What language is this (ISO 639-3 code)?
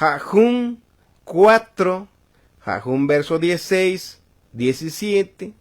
tzo